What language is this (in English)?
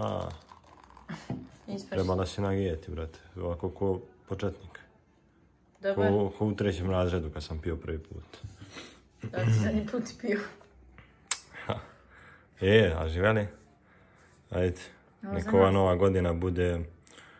Serbian